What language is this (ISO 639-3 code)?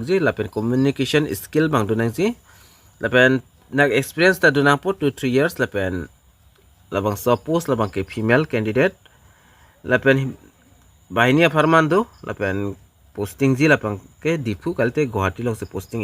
mjw